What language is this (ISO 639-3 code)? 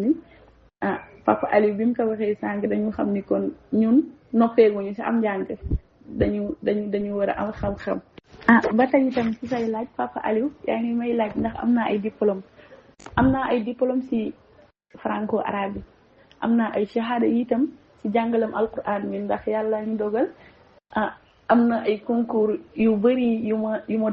wol